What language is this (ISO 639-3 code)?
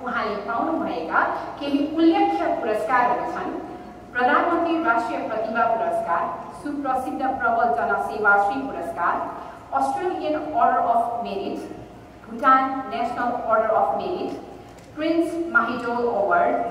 nep